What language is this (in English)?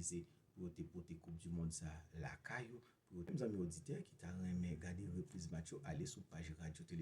Haitian Creole